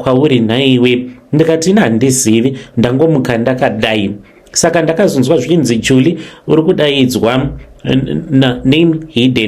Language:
Shona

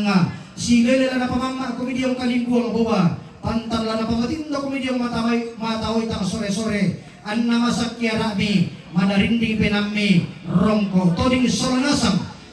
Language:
Toraja-Sa'dan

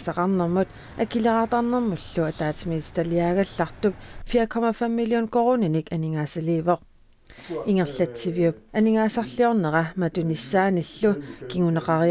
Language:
Kalaallisut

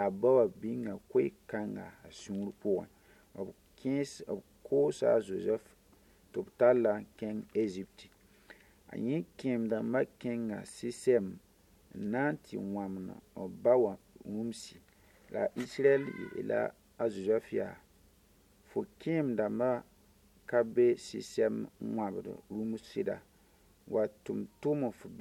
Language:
Mossi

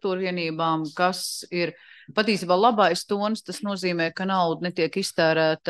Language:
Latvian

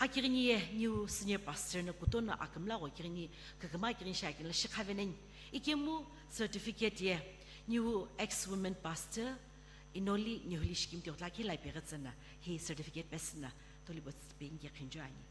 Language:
Sumi Naga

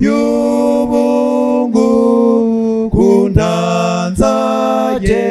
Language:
Kinyarwanda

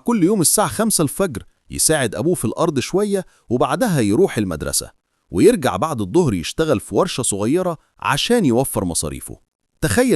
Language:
Egyptian Arabic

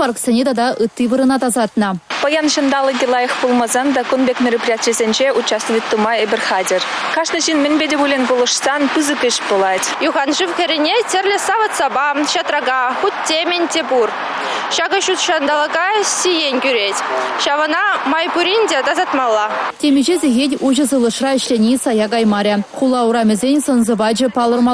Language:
Chuvash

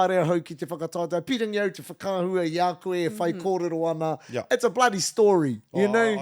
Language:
Māori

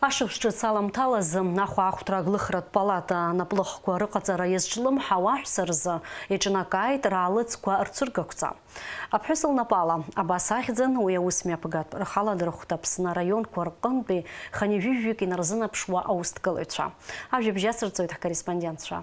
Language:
Abkhazian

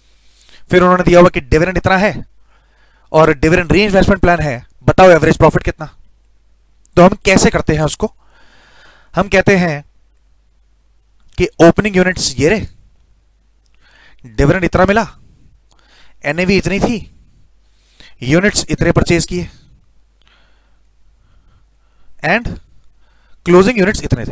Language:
Hindi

